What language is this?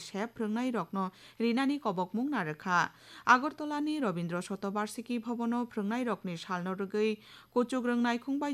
Kok Borok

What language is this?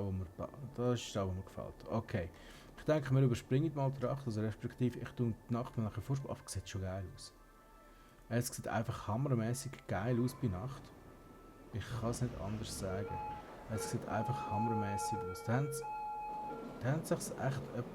Swiss German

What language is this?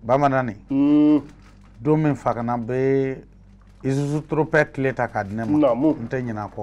Bambara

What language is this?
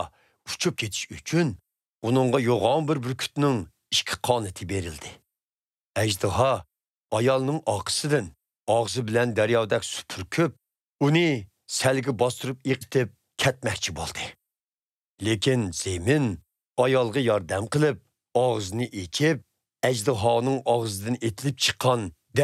Uyghur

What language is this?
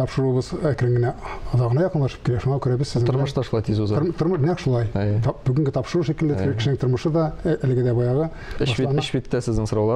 Tatar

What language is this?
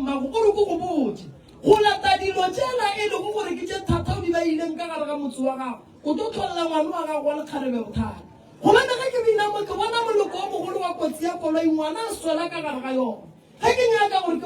Northern Sotho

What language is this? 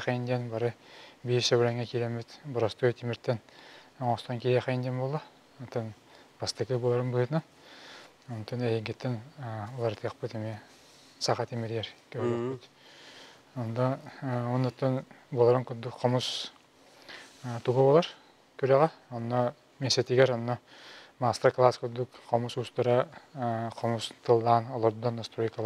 Yakut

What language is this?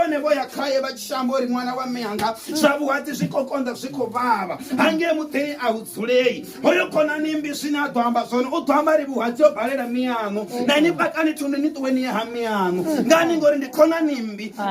Venda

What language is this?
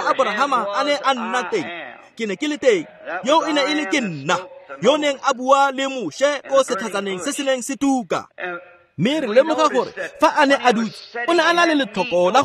Tswana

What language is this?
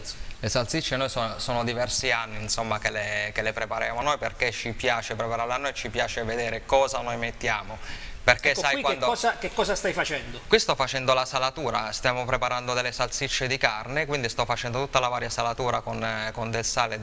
Italian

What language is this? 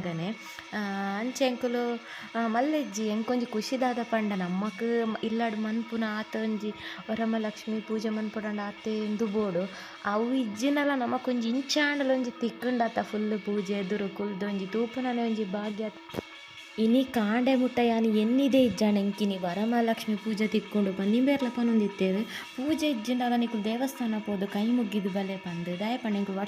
Tulu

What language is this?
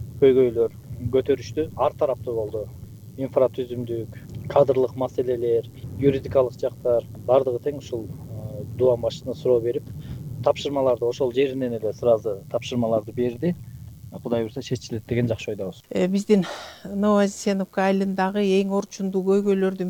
Kyrgyz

